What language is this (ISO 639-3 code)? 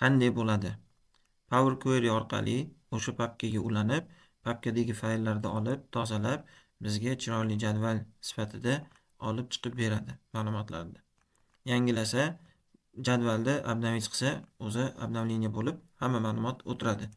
uzb